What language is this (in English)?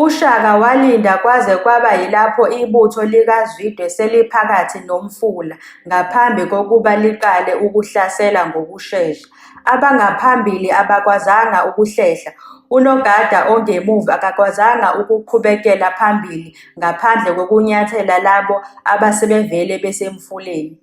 Zulu